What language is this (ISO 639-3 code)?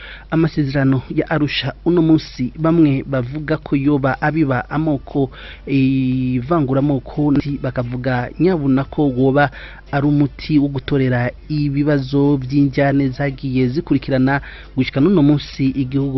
run